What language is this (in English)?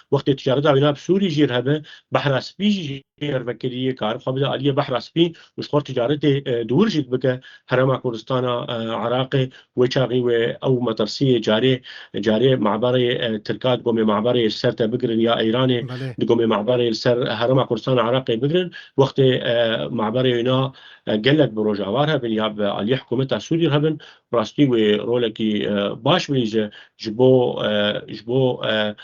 Kurdish